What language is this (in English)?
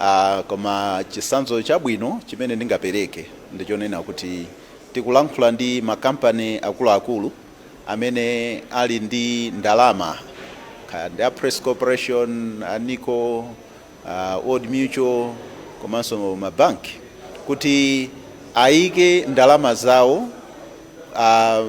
Nyanja